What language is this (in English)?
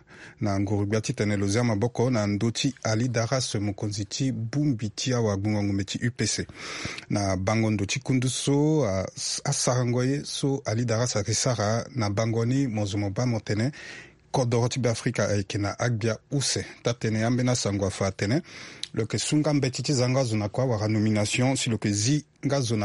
Sango